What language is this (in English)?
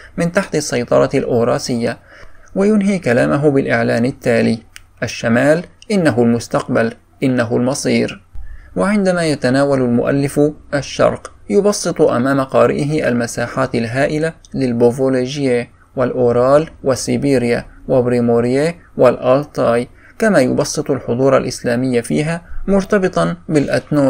Arabic